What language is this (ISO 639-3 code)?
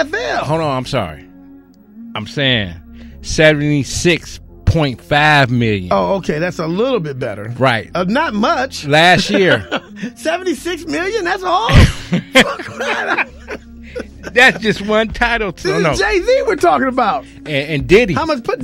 eng